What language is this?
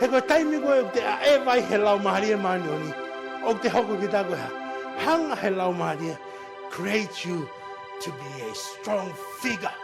Tongan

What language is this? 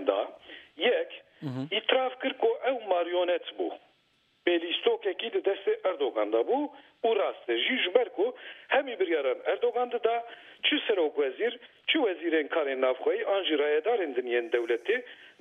Kurdish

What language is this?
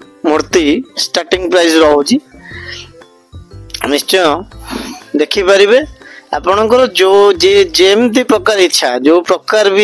Odia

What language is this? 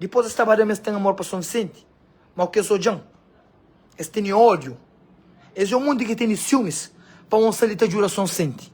Kabuverdianu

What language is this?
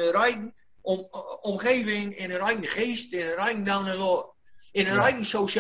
Gronings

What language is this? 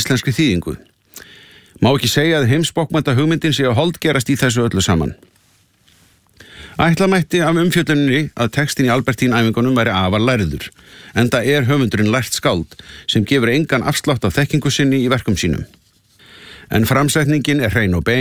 Icelandic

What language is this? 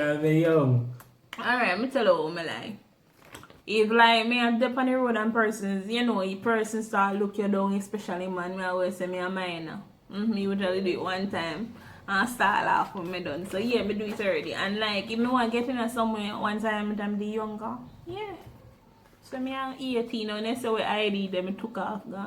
Jamaican Creole English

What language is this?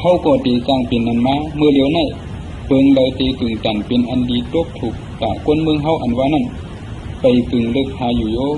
Shan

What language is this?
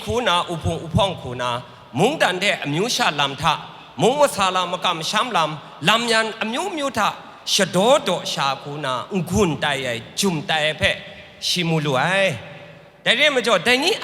Kachin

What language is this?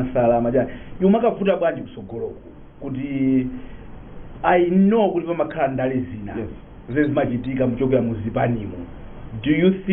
Nyanja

